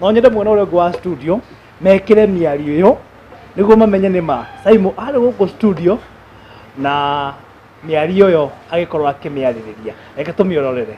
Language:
Kikuyu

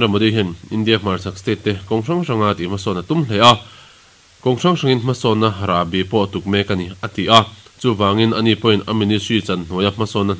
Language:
Mizo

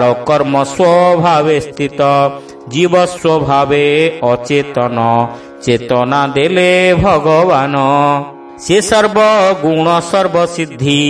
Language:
Odia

